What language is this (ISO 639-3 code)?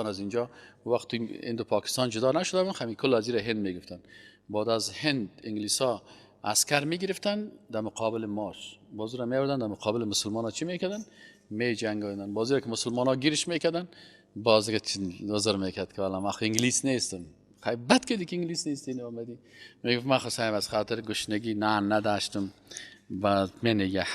fas